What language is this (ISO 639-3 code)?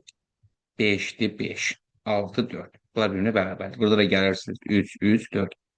aze